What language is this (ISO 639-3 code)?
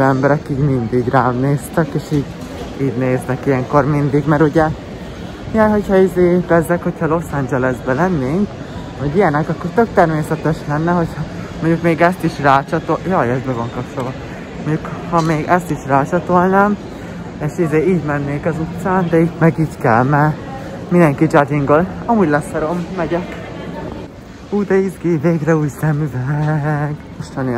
hun